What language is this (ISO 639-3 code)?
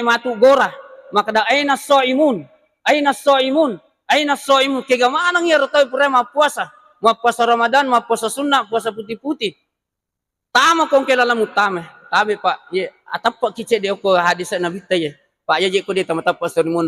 bug